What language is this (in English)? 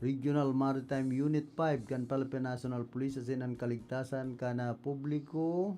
Bikol